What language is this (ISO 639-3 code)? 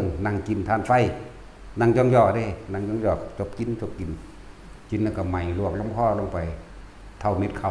tts